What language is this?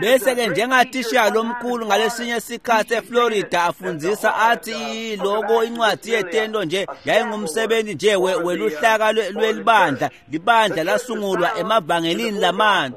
Swati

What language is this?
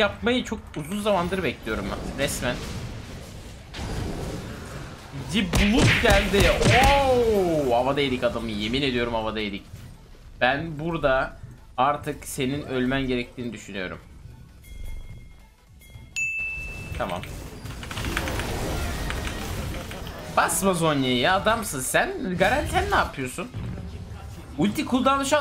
Turkish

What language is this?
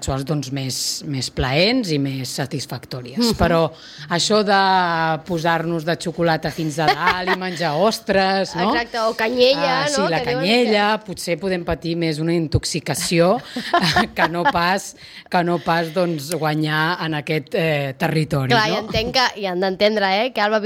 Catalan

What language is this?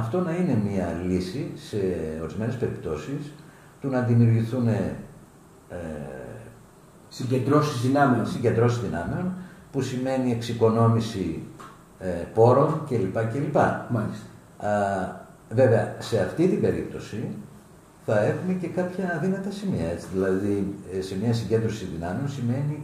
Greek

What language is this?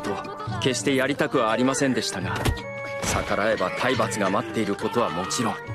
Japanese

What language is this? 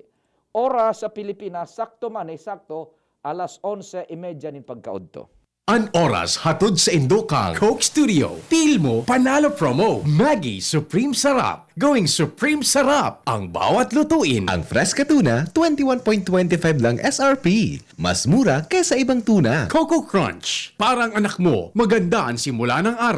Bikol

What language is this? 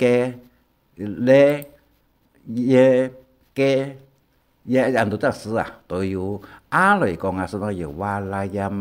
Hakka Chinese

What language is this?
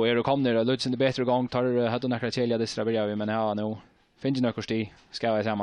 Faroese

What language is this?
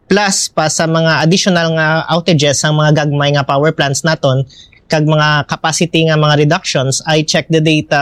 Hiligaynon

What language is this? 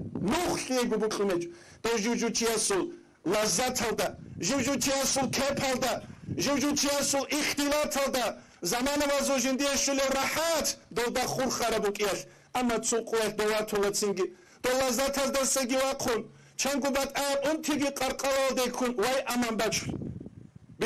Avaric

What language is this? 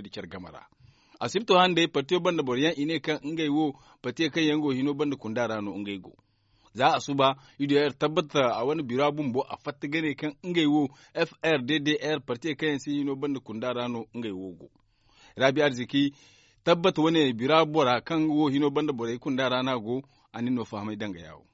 Zarma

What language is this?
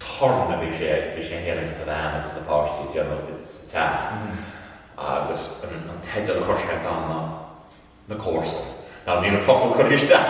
Irish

